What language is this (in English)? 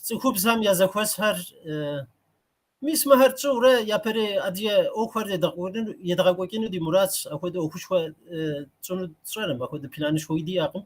Kabardian